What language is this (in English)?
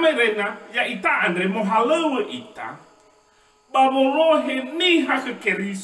Nias